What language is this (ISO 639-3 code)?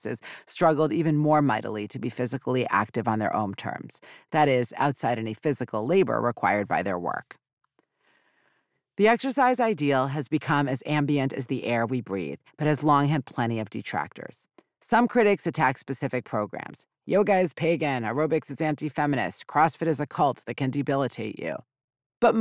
eng